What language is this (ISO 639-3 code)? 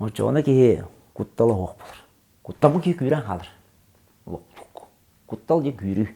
sah